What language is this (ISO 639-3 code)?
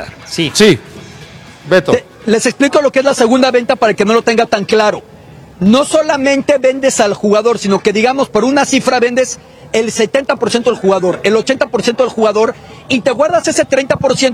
spa